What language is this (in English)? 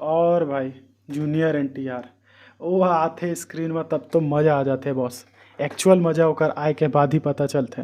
Chhattisgarhi